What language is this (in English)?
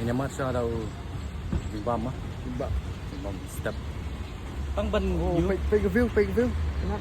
Khasi